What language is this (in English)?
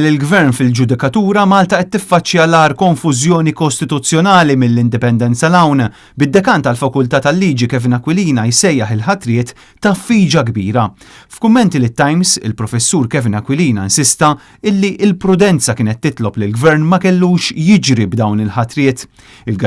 Maltese